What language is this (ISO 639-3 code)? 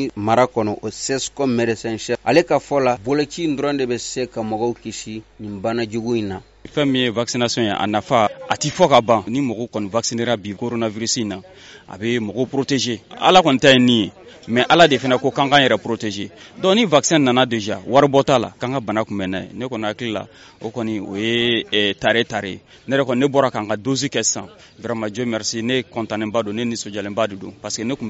bam